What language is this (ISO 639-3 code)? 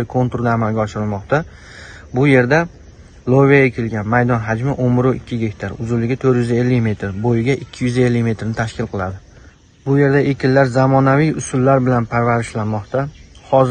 uzb